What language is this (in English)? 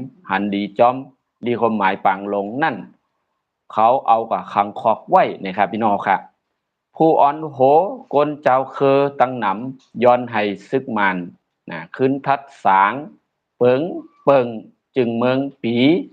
Shan